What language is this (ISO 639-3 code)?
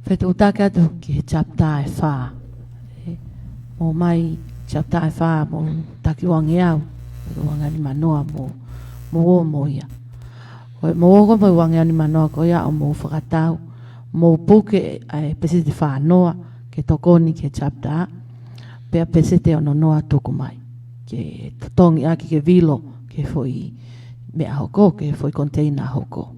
ton